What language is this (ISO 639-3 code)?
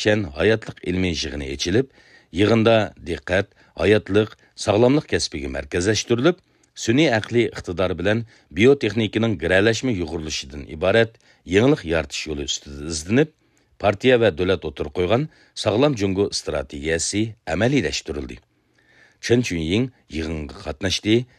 uig